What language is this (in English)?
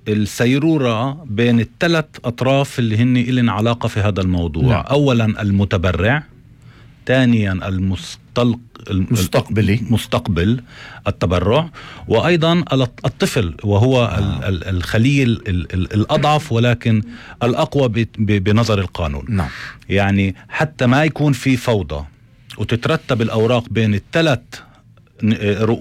North Levantine Arabic